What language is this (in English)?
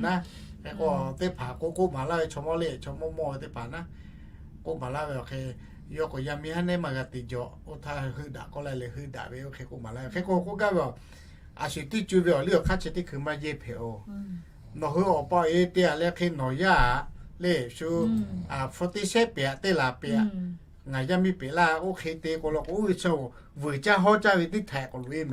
Lahu